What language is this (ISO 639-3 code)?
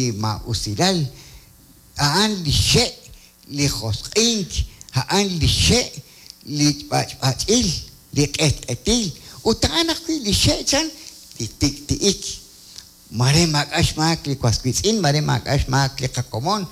kek